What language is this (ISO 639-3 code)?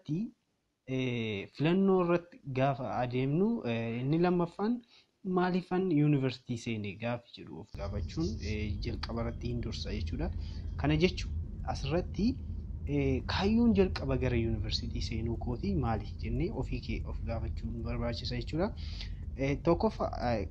orm